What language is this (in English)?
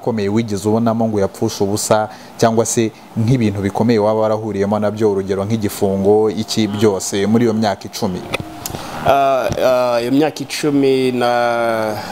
Kinyarwanda